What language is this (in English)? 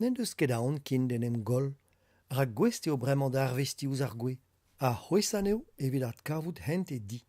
Breton